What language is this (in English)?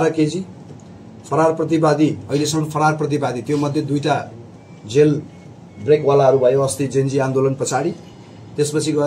Nepali